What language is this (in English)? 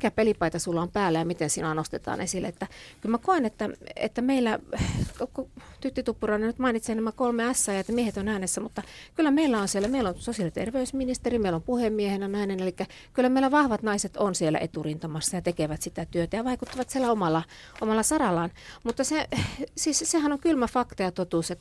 Finnish